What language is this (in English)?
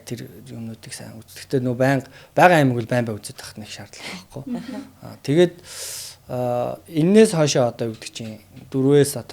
Mongolian